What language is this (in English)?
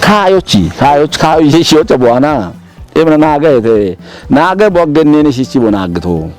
Kafa